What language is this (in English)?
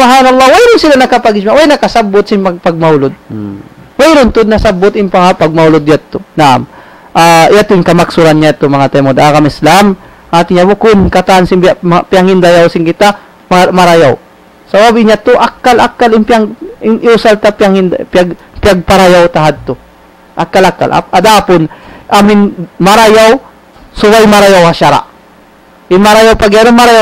Tausug